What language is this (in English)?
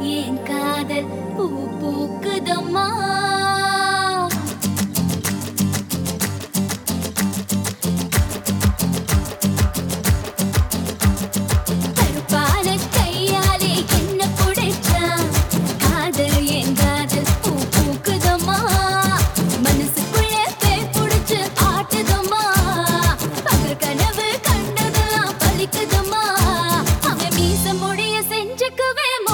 Tamil